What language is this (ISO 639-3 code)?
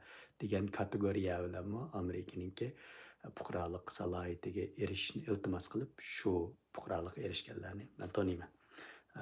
uig